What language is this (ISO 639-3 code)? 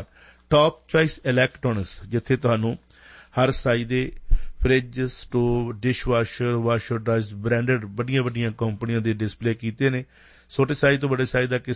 pan